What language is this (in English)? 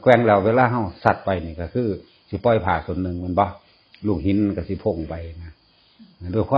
Northeastern Thai